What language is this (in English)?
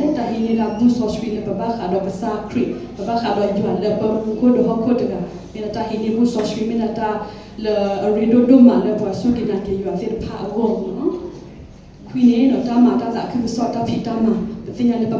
S'gaw Karen